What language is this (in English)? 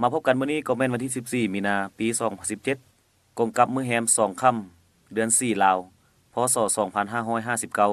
Lao